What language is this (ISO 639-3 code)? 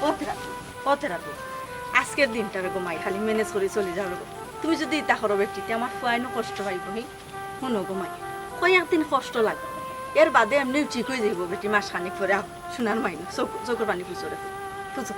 syl